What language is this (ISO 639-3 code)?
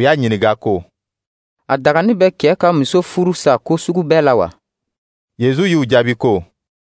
dyu